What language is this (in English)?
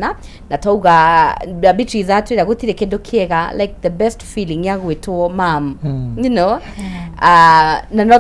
Kikuyu